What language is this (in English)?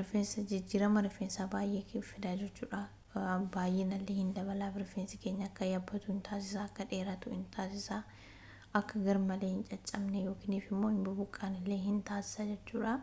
Oromo